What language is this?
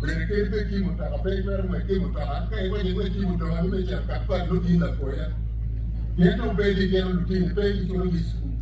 Acoli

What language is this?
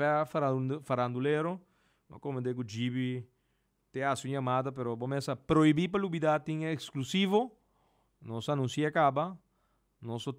Papiamento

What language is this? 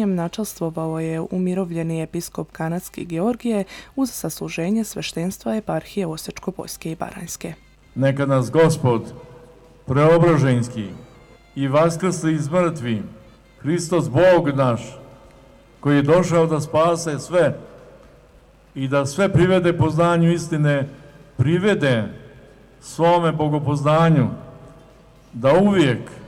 Serbian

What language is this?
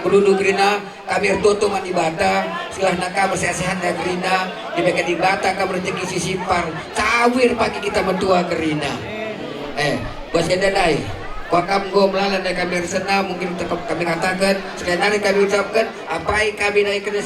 Batak Karo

